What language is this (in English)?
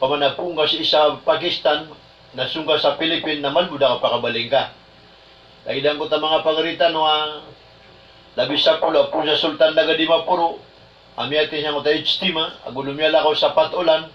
Maranao